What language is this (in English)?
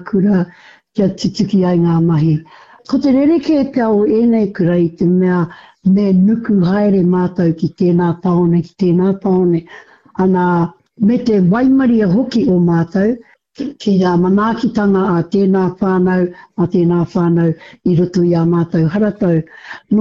Māori